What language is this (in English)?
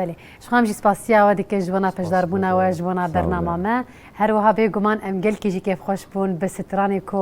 Kurdish